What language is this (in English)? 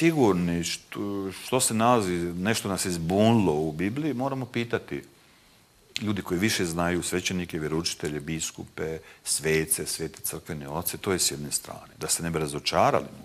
Croatian